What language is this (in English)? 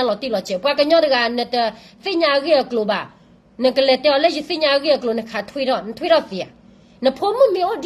S'gaw Karen